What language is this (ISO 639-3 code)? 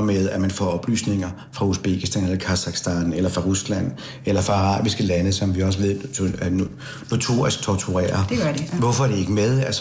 dan